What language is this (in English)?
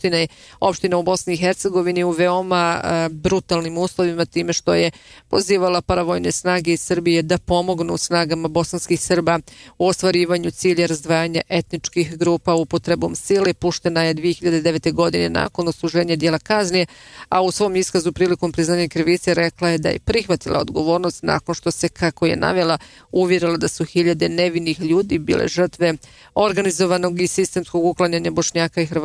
Bosnian